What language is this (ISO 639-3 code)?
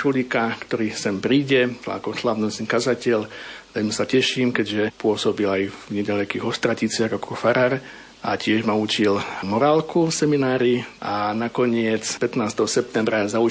slk